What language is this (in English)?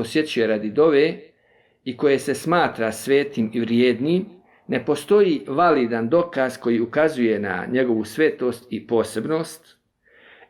Bosnian